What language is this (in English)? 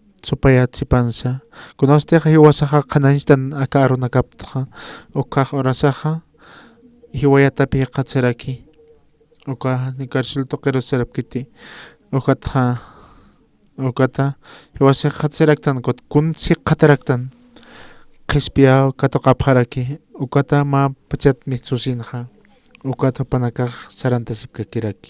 Aymara